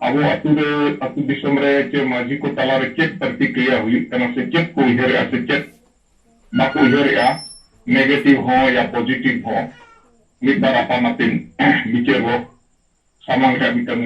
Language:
Santali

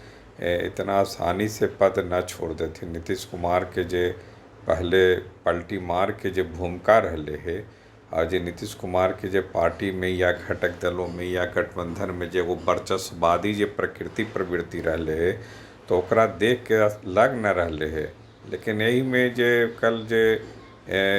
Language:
Magahi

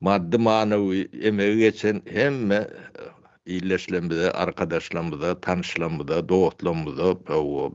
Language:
Turkmen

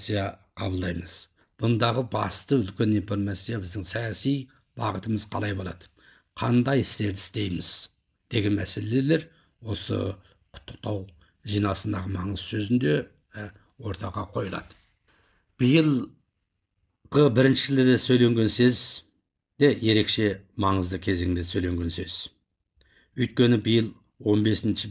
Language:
Kazakh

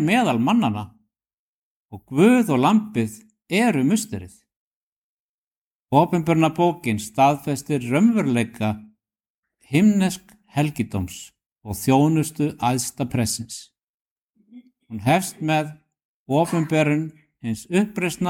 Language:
Icelandic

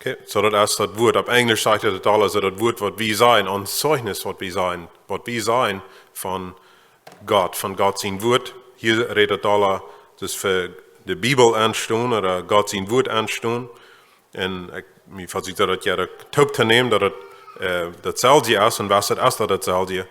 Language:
Plautdietsch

